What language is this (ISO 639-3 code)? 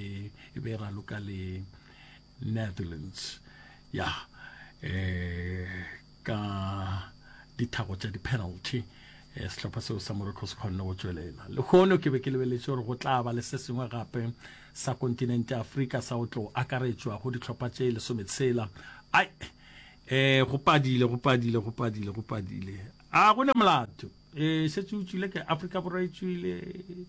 nso